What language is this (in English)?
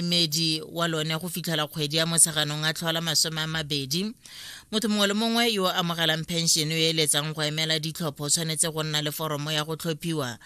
Tswana